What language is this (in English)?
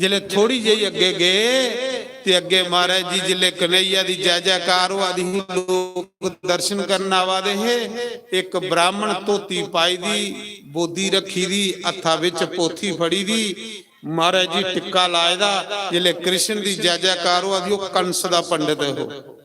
Dogri